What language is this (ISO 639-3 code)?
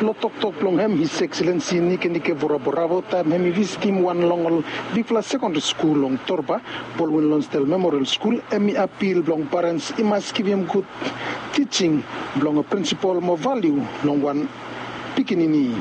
bis